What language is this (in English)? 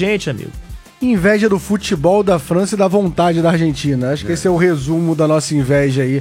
Portuguese